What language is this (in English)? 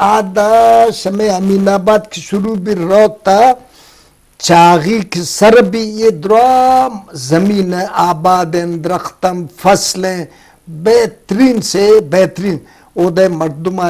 Eastern Balochi